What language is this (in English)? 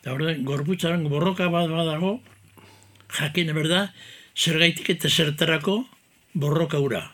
Basque